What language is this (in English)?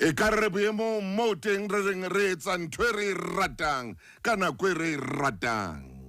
Southern Sotho